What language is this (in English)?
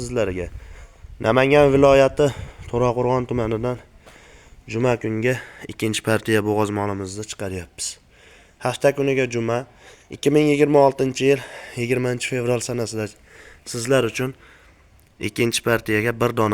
Uzbek